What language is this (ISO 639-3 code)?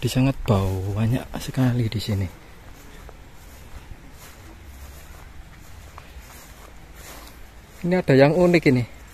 ind